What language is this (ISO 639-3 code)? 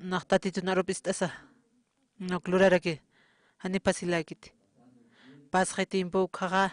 aym